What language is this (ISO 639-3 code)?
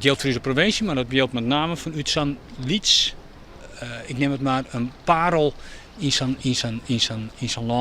fry